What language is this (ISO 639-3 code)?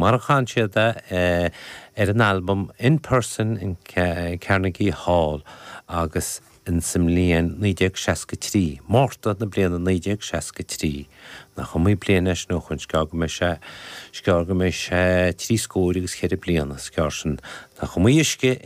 gle